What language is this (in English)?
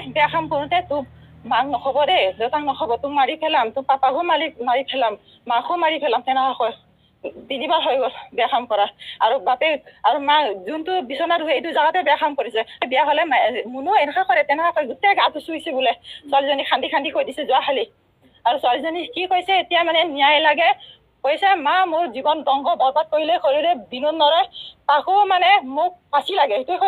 Assamese